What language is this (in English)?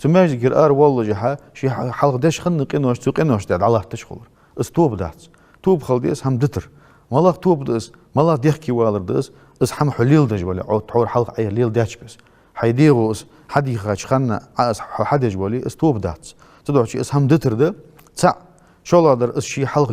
Ingush